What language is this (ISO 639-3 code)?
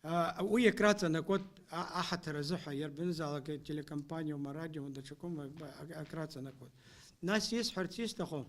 abk